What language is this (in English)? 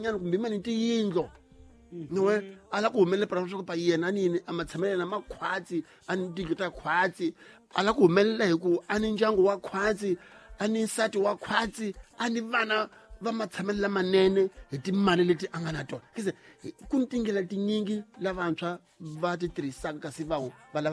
Tsonga